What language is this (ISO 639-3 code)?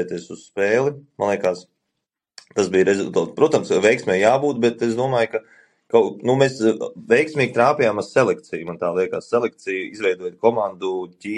lav